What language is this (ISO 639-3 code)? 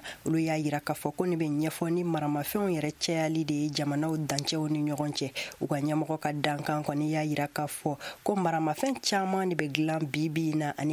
bam